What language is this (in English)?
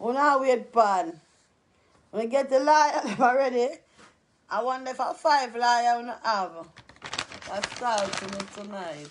Jamaican Creole English